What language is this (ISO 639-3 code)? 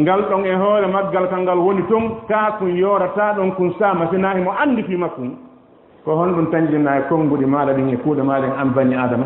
ful